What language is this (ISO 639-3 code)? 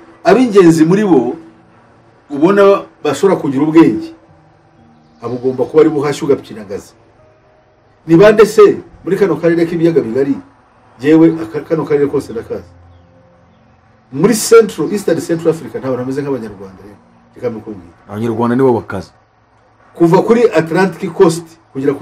kin